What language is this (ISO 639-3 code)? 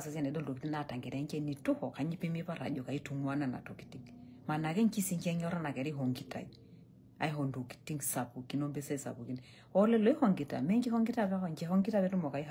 mas